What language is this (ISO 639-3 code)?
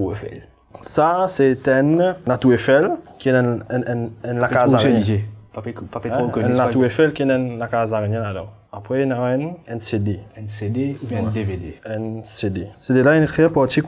mfe